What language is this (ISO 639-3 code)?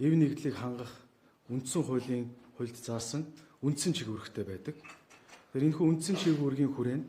mon